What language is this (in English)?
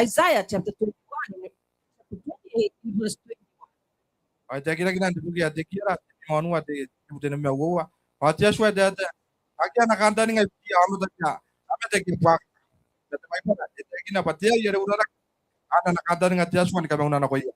Gilbertese